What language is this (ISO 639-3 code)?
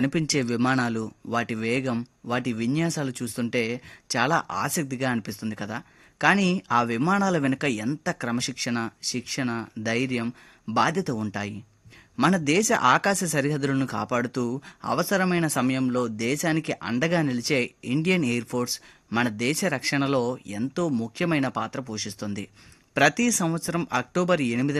tel